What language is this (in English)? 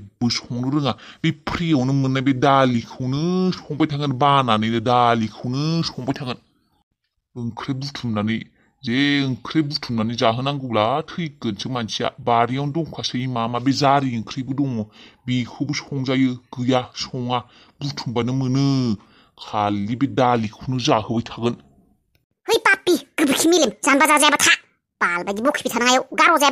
Bodo